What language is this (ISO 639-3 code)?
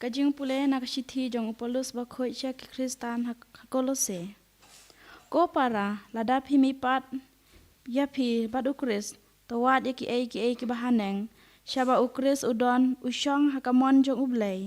kha